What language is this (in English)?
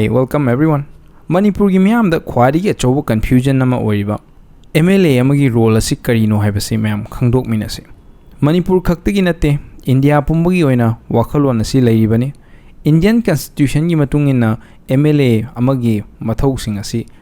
Manipuri